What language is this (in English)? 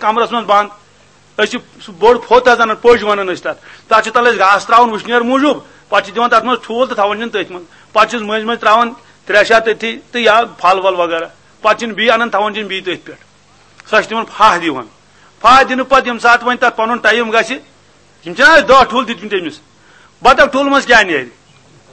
Kashmiri